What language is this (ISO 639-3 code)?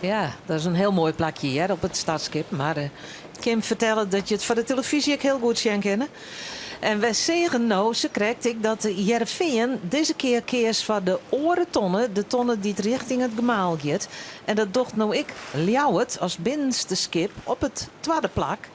fry